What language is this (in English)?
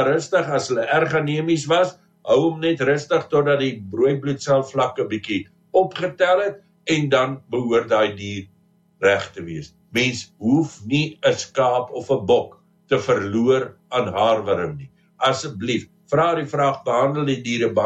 Afrikaans